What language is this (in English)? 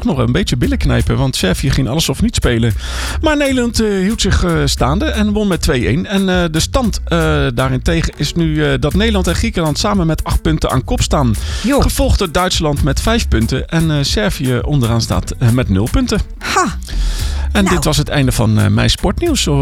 Dutch